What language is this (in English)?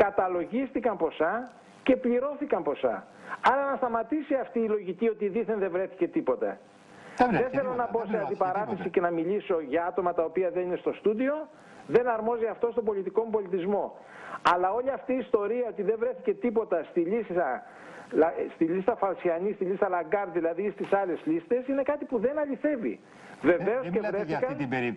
Greek